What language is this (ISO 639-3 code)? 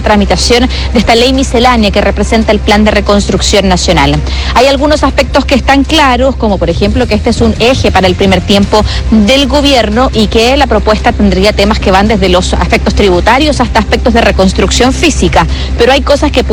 spa